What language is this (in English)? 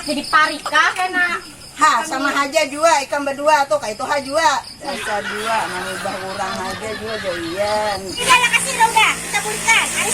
Banjar